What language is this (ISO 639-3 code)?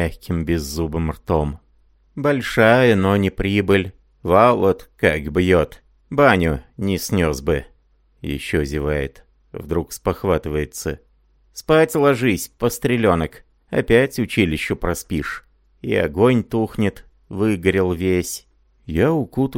rus